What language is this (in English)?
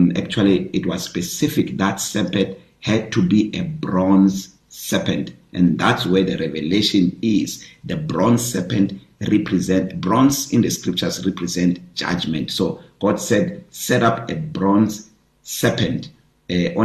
English